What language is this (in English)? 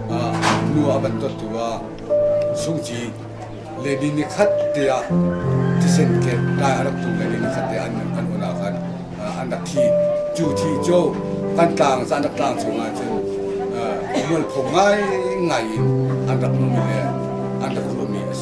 Hakha Chin